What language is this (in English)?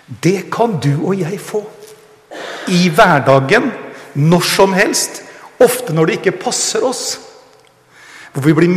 Norwegian